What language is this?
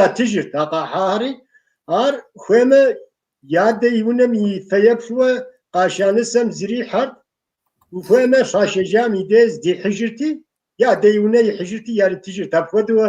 Kabardian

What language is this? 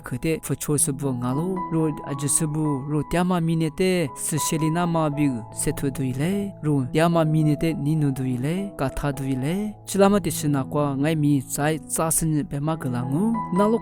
Lisu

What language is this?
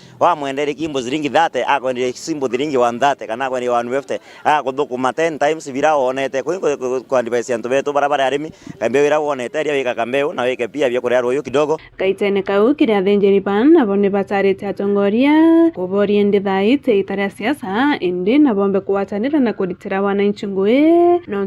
Meru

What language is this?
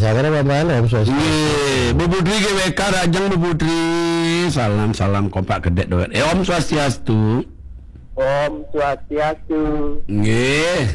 Balinese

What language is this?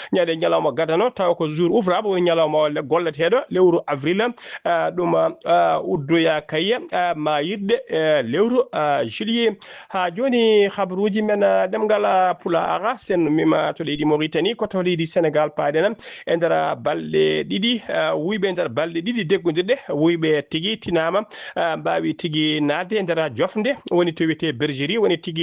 Fula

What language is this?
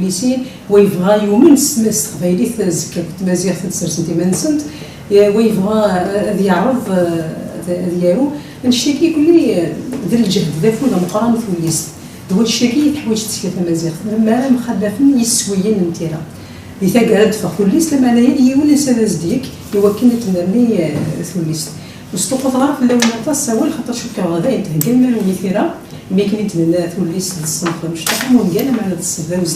Kabyle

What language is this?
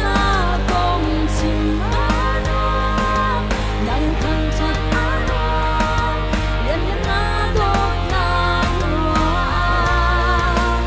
Hakha Chin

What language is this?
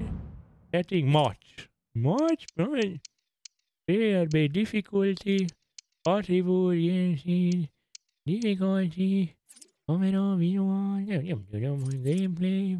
Hungarian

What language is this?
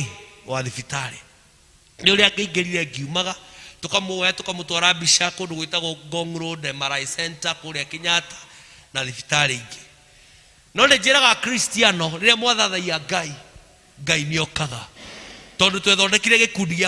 Kikuyu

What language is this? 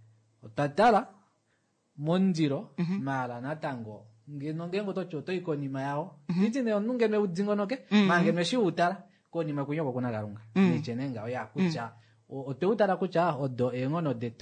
Kuanyama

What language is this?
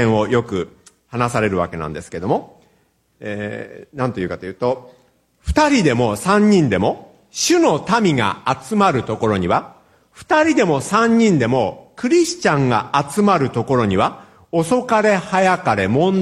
Japanese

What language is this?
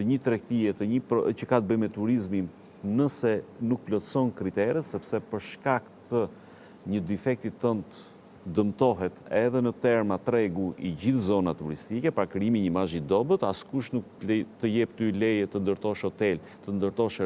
Albanian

